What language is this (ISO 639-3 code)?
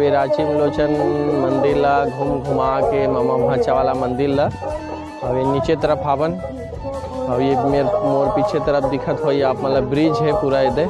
hne